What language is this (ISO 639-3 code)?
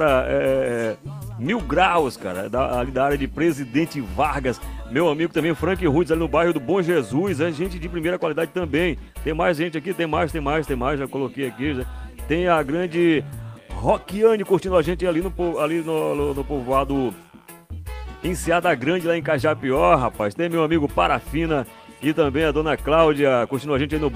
por